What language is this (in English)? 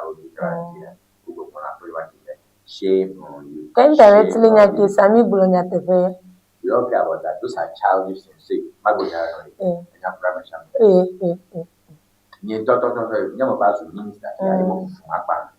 Ewe